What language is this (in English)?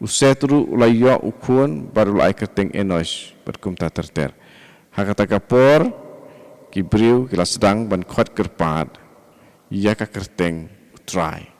Khasi